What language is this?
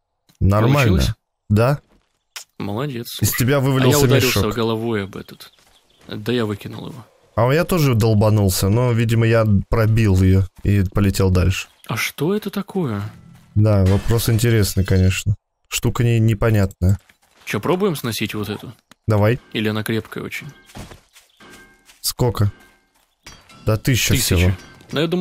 Russian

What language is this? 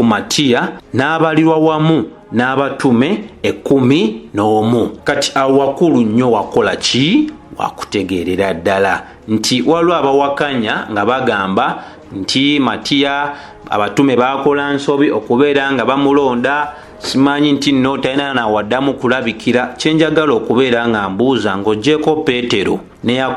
Ganda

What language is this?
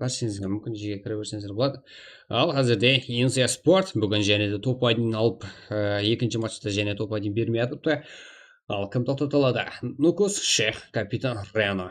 Kara-Kalpak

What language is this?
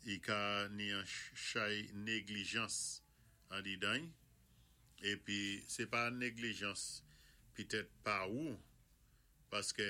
Saint Lucian Creole French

